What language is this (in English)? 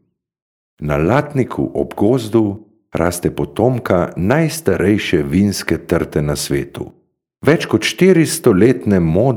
Slovenian